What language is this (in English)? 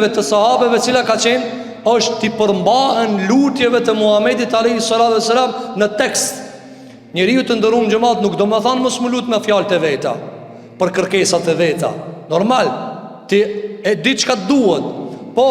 Albanian